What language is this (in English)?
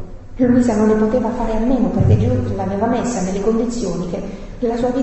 Italian